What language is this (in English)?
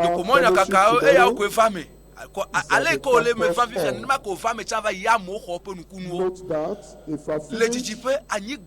Ewe